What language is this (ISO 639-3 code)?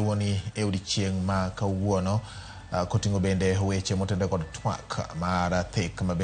luo